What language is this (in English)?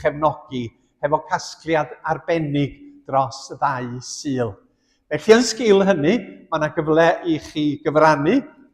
Welsh